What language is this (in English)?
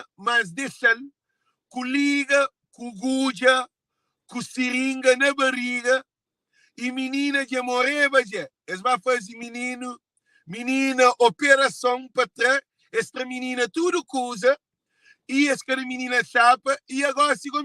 Kabuverdianu